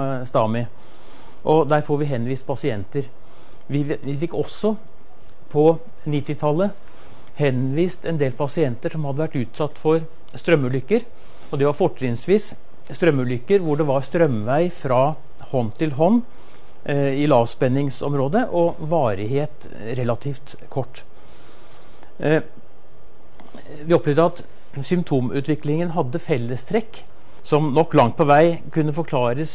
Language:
Norwegian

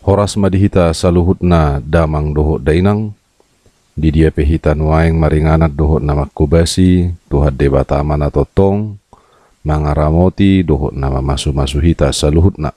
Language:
Batak Toba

